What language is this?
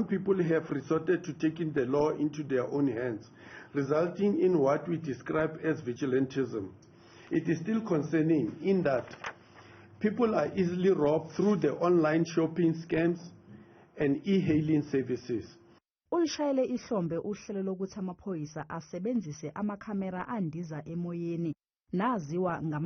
Zulu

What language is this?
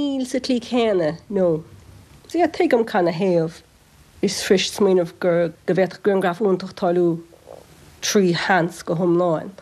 Irish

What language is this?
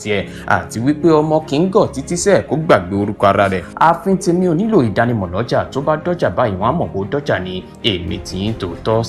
Yoruba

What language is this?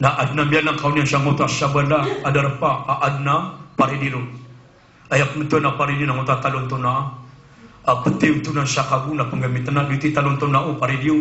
Maranao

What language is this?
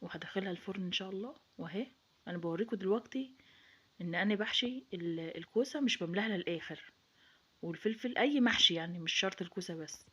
Egyptian Arabic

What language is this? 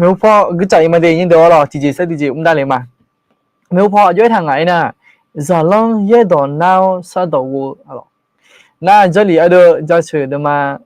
Akha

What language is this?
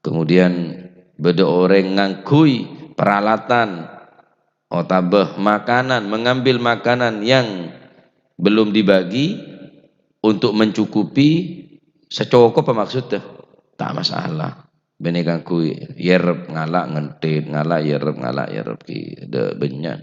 Madurese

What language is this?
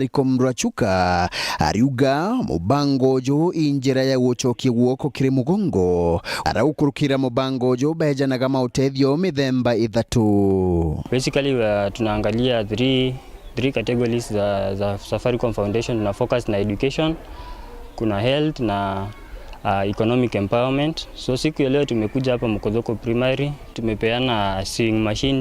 Meru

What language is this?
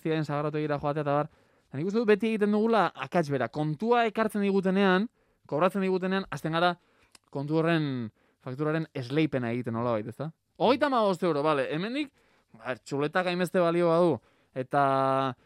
Basque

